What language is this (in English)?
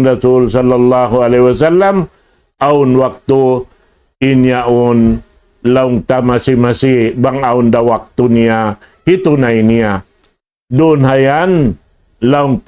Tausug